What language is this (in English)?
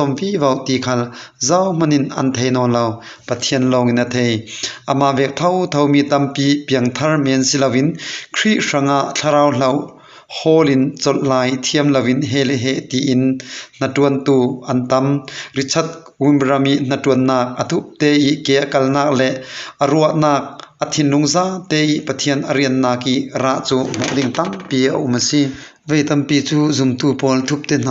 Falam Chin